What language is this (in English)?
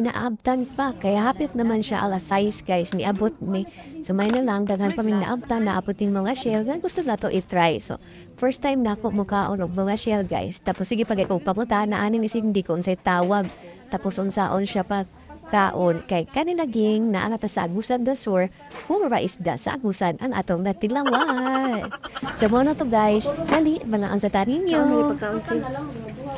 Cebuano